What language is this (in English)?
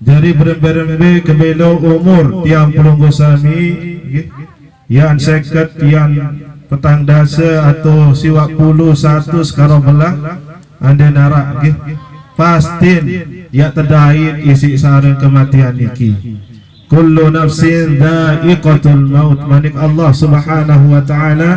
Sasak